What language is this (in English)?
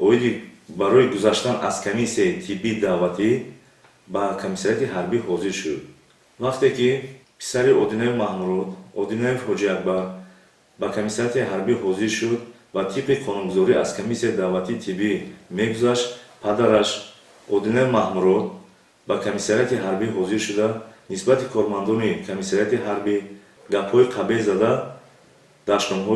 Tajik